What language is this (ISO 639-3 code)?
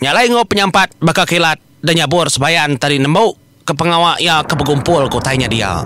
iba